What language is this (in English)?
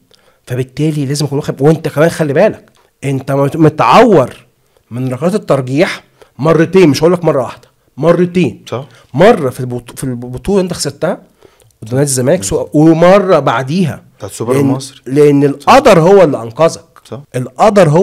Egyptian Arabic